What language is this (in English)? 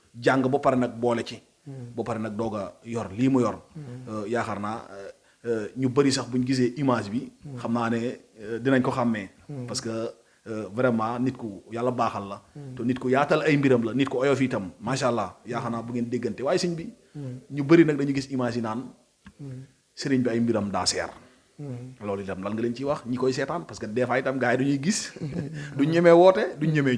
Wolof